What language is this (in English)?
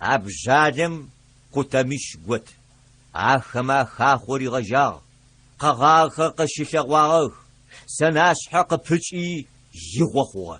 Adyghe